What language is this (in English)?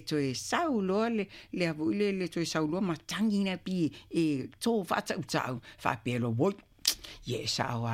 Samoan